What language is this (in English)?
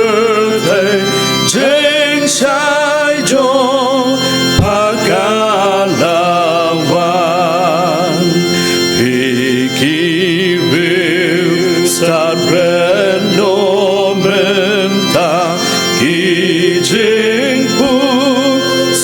Khasi